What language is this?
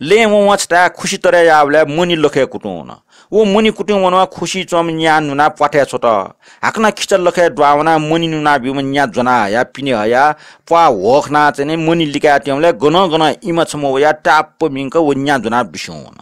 Newari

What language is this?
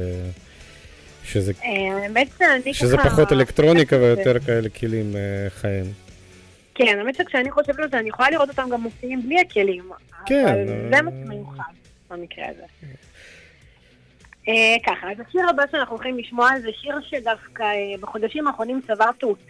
Hebrew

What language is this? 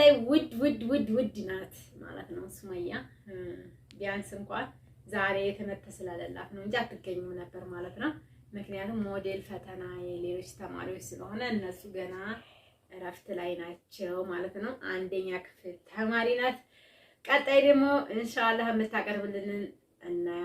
Amharic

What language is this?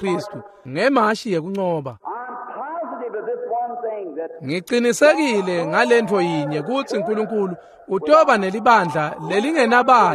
Swati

